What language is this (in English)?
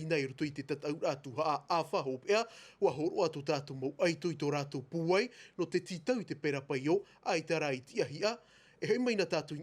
Tahitian